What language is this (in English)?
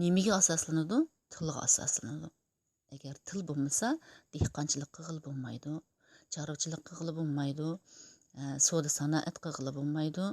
Uyghur